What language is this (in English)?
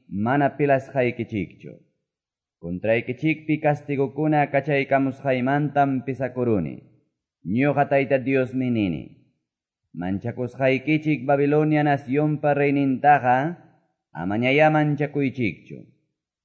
Quechua